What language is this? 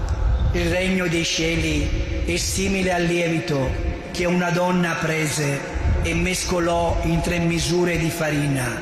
Italian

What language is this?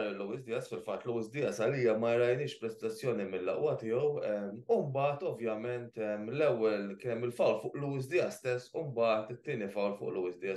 Maltese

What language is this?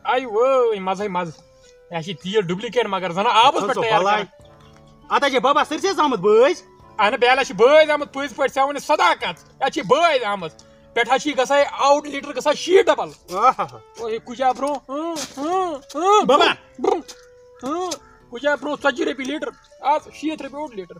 Kashmiri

